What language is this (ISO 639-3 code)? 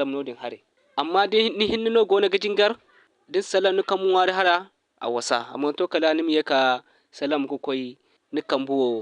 dje